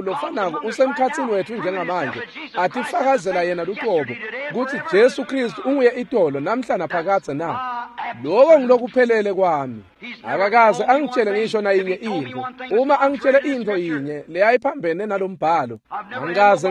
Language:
Swati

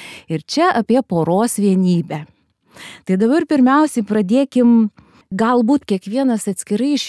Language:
Lithuanian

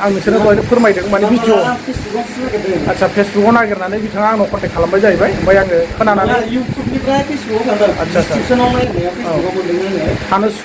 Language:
Bodo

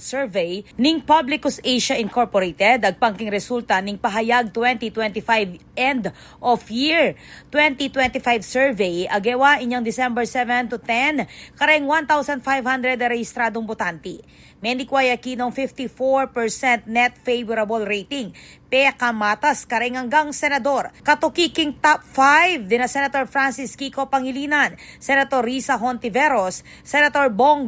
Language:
Pampanga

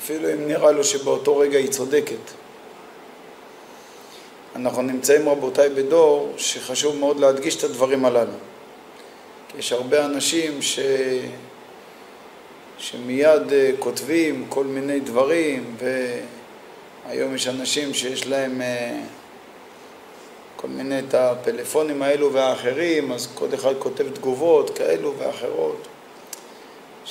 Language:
Hebrew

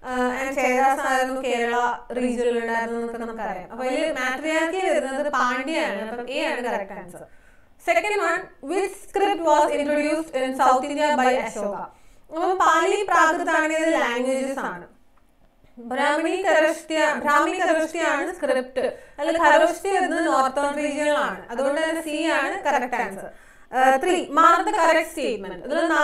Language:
Malayalam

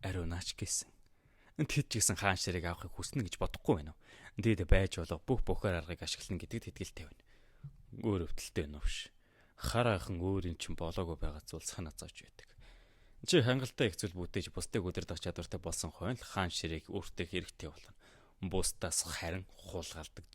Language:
Mongolian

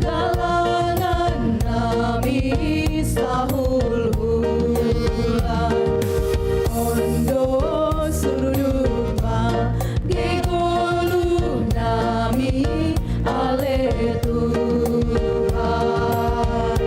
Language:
Batak Simalungun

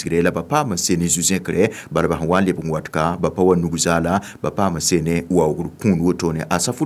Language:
Mossi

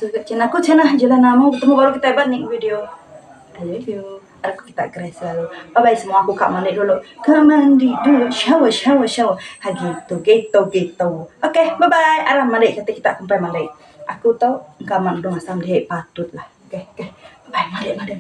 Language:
Iban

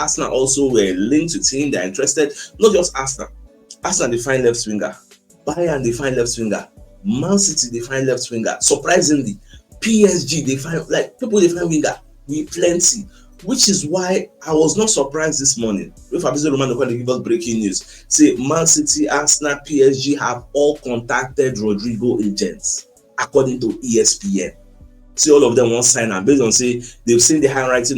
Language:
Nigerian Pidgin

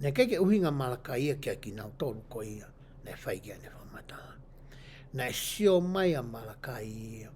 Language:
Tongan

